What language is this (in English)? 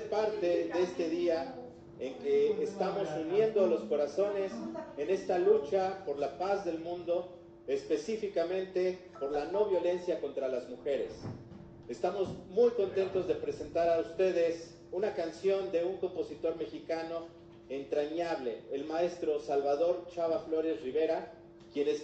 Spanish